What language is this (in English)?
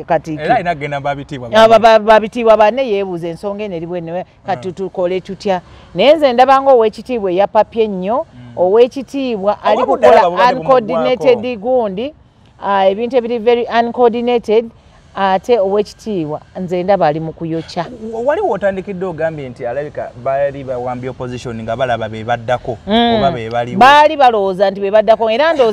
Ganda